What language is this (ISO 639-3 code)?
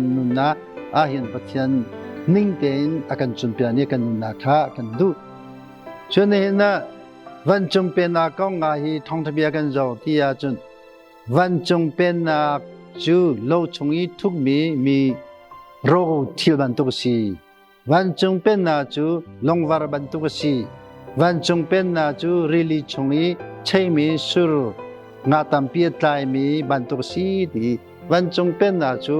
cnh